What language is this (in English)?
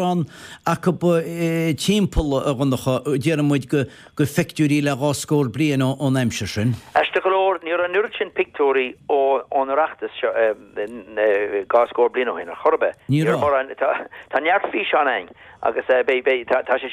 Irish